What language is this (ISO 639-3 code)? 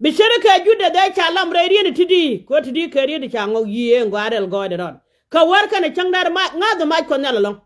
nus